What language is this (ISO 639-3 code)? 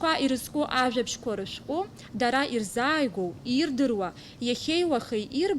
abk